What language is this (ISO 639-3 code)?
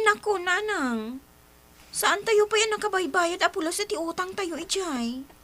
ilo